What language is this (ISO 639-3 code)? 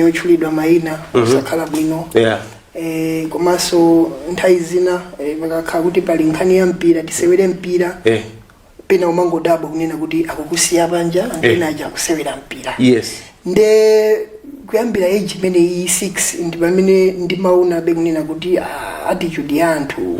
nya